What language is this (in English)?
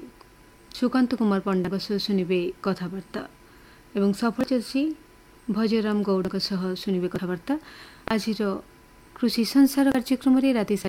Odia